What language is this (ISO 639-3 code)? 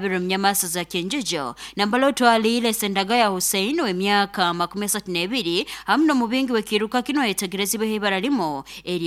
nyo